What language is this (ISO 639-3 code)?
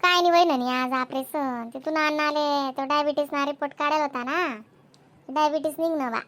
khn